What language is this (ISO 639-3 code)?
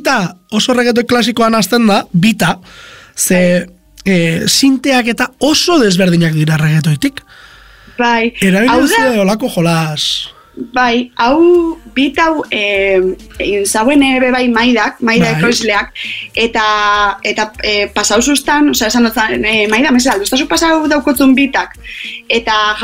eus